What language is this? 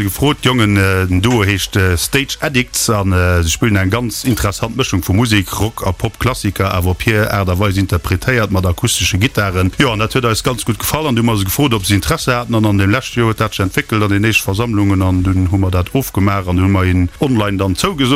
Luxembourgish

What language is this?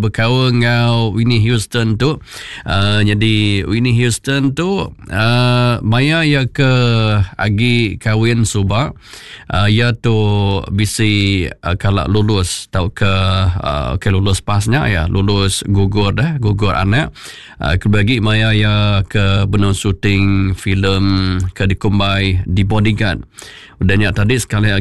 Iban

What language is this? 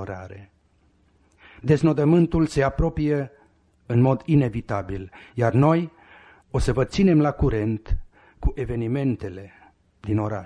Romanian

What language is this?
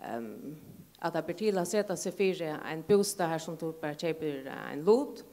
Faroese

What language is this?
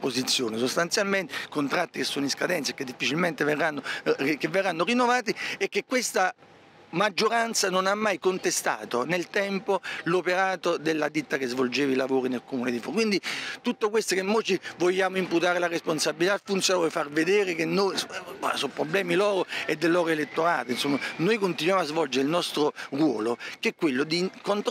Italian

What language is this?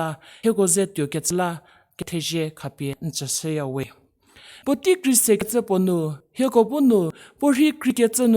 Angami Naga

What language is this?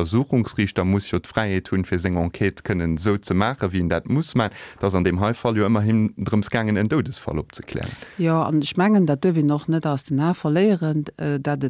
Luxembourgish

